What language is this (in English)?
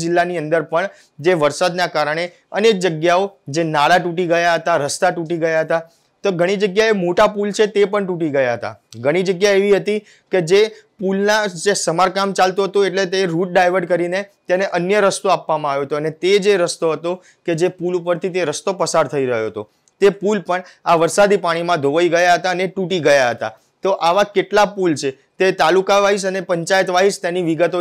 Gujarati